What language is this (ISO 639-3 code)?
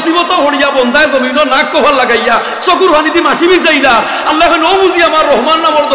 syl